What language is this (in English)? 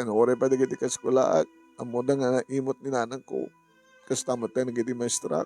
Iloko